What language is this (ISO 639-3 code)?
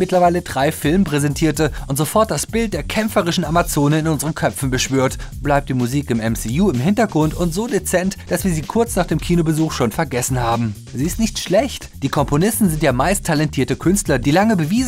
deu